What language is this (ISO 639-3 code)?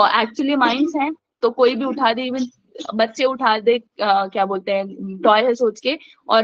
hin